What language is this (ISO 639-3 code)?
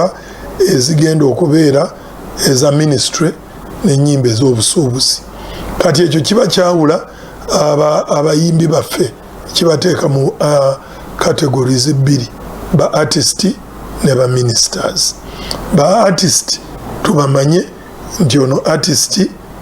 lug